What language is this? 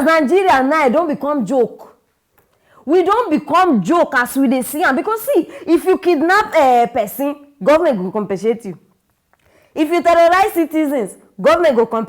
Nigerian Pidgin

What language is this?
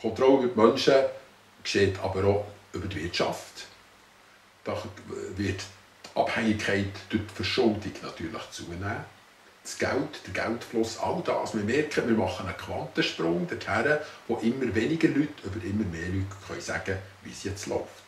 Swiss German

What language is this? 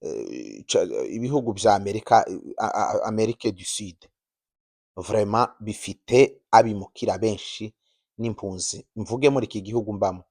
Kinyarwanda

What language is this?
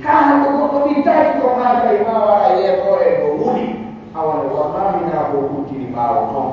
Pular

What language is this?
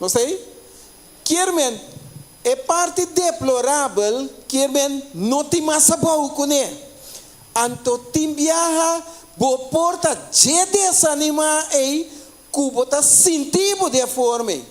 Papiamento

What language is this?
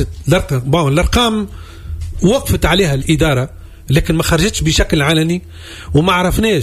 Tunisian Arabic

